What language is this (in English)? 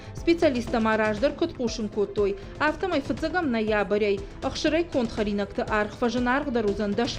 Ossetic